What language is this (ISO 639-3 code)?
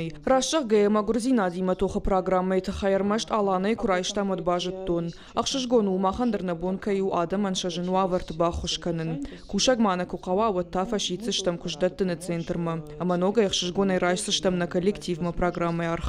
oss